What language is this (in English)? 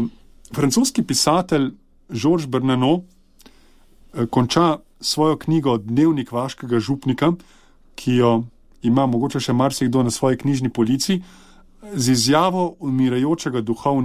Slovenian